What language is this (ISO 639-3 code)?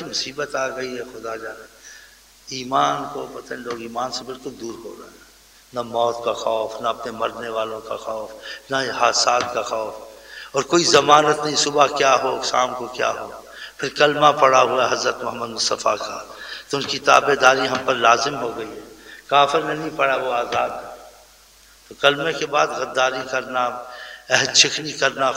urd